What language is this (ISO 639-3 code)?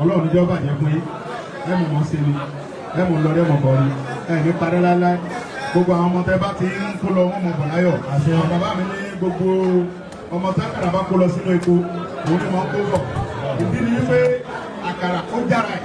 yor